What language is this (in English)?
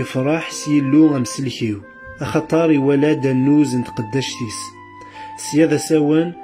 Kabyle